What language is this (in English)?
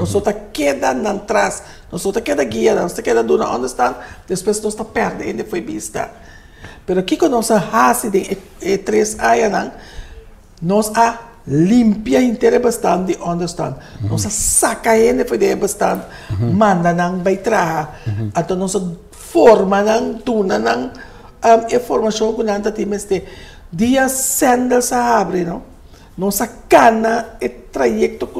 Papiamento